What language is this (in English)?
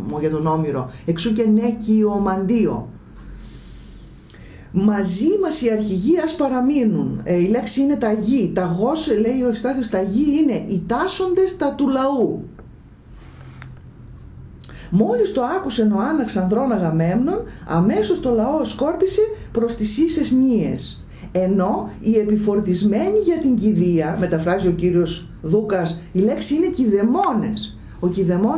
Greek